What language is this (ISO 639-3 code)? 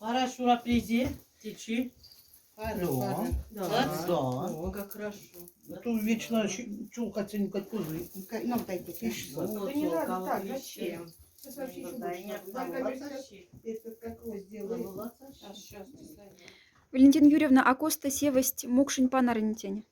mdf